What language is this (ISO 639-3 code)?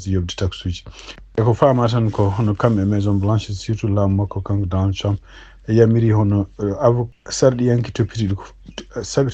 ful